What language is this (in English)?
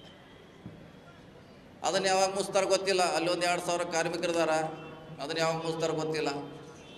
Kannada